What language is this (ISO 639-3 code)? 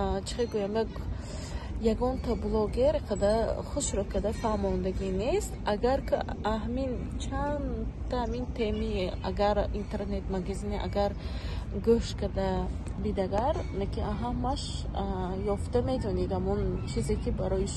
tgk